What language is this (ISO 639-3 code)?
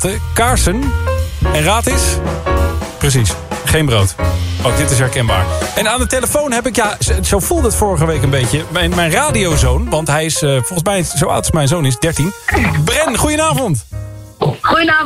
nld